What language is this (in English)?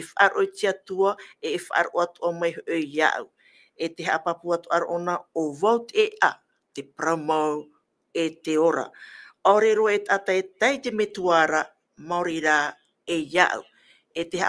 Tahitian